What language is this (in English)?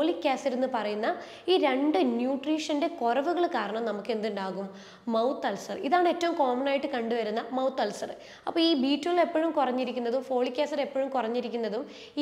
Malayalam